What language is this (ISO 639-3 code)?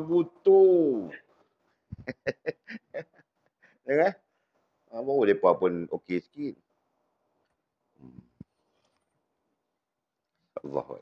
msa